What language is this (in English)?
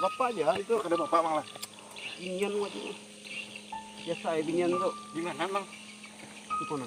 Banjar